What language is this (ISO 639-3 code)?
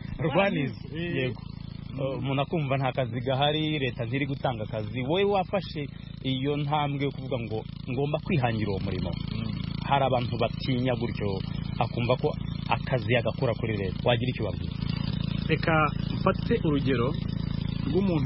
kin